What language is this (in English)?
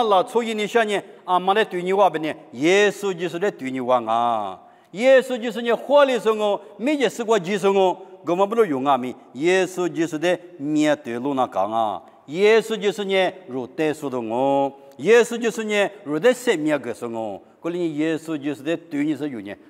Lisu